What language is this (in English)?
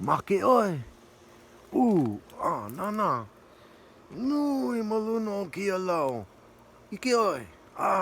Hawaiian